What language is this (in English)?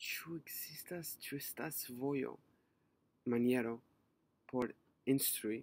Esperanto